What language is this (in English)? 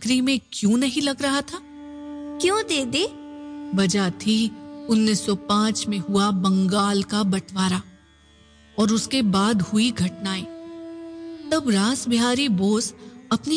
Hindi